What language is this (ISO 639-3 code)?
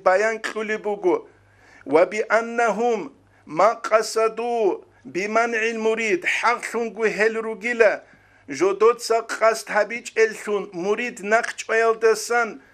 ava